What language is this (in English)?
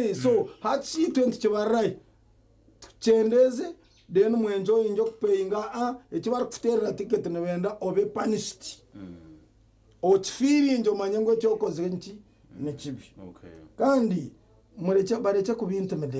Nyankole